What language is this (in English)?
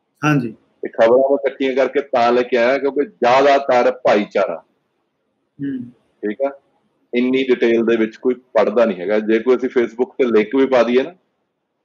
Punjabi